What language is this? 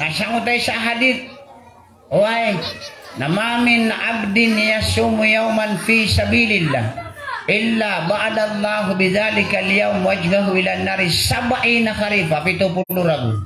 Maranao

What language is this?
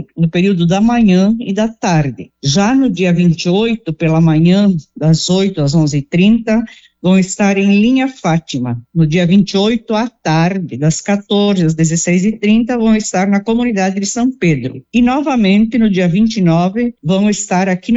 Portuguese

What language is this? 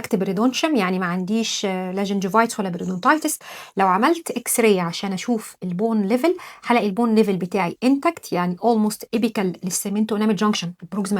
Egyptian Arabic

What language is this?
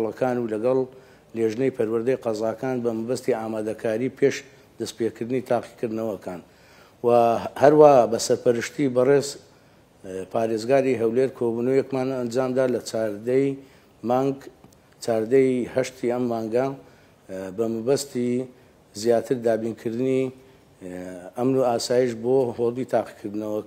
Central Kurdish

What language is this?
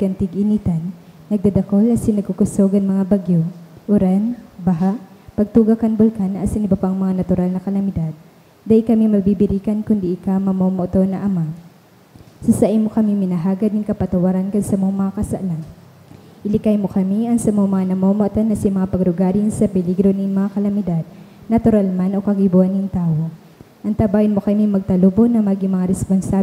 Bikol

